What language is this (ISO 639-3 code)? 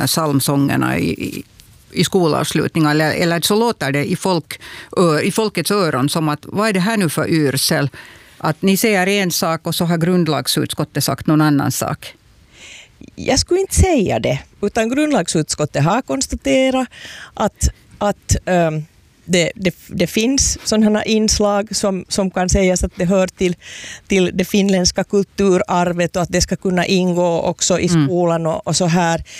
swe